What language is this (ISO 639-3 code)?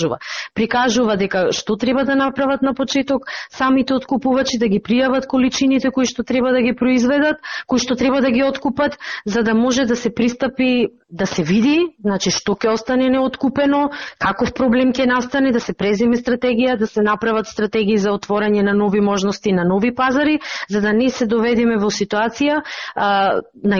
mkd